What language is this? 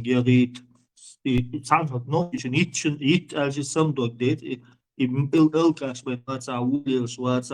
Chechen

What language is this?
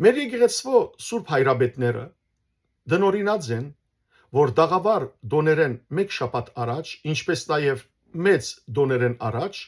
Western Armenian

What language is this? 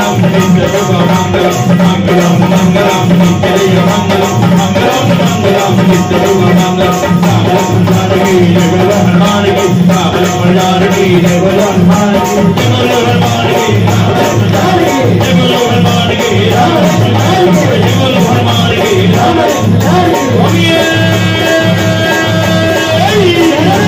Telugu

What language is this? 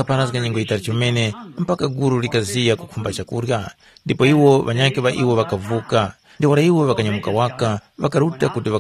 Tumbuka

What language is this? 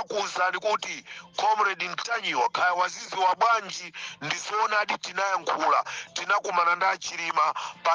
Nyanja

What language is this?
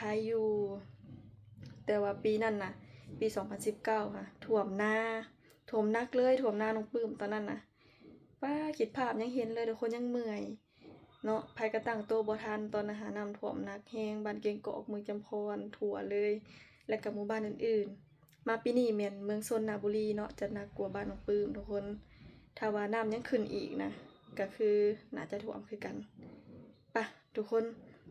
Lao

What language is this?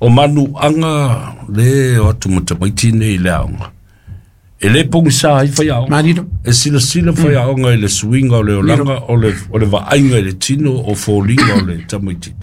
Samoan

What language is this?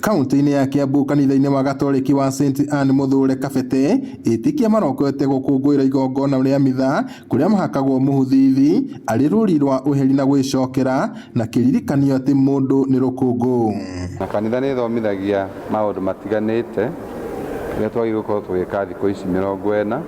Kikuyu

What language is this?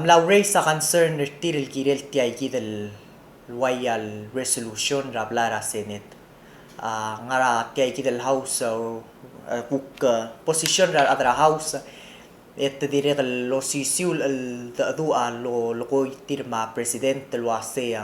Palauan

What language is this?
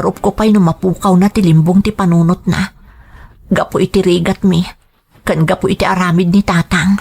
Iloko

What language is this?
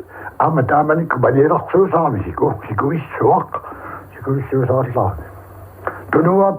Kalaallisut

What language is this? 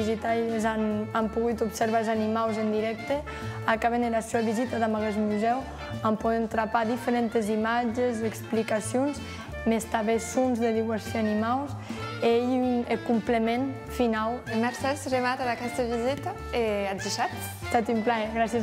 Occitan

